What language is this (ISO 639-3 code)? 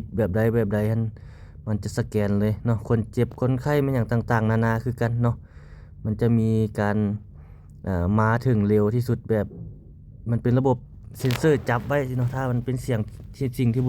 lao